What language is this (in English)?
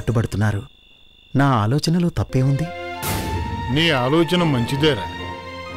Telugu